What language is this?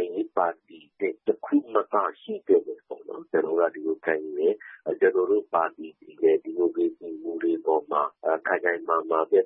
Burmese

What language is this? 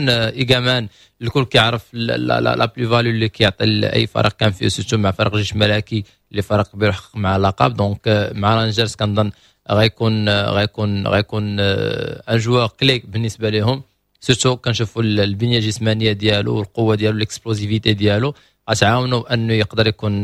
Moroccan Arabic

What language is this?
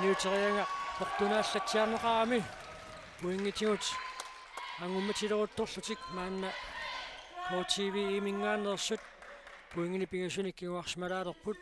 Kalaallisut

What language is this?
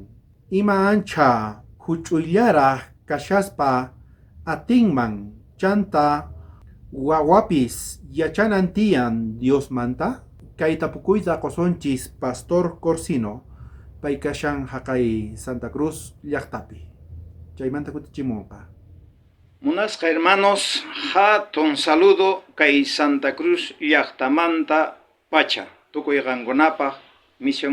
South Bolivian Quechua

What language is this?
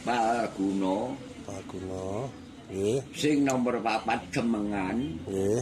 Javanese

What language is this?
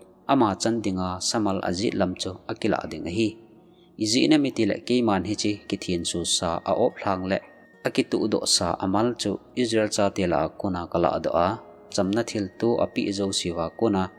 Thado Chin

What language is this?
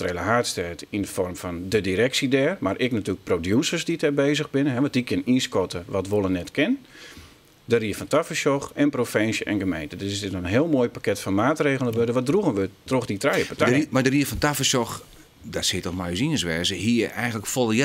Western Frisian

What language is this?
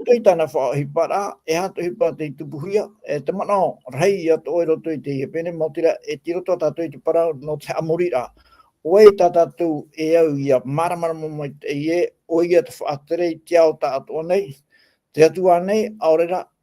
Tahitian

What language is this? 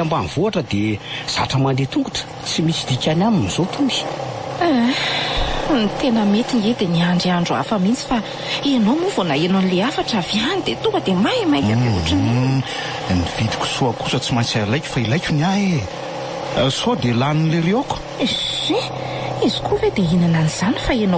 Malagasy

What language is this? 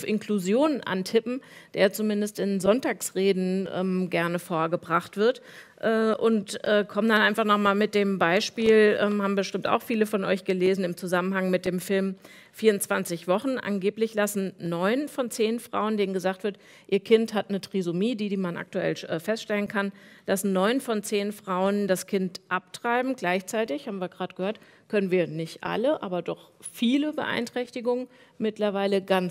German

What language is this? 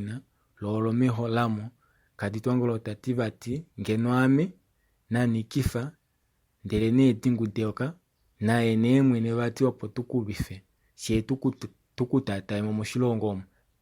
Kuanyama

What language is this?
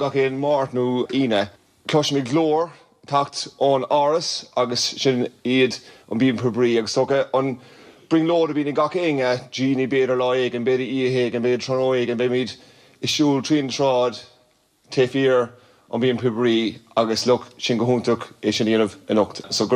Irish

